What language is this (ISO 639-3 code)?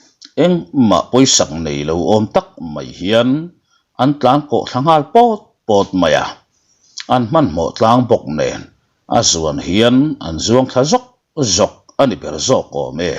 lus